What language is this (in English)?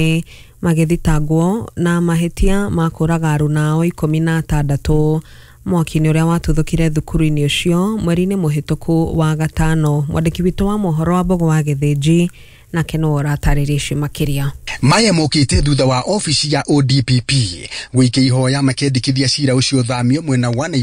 Kikuyu